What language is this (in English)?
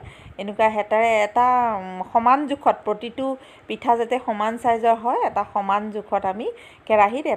Assamese